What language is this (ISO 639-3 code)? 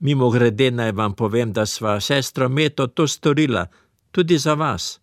slv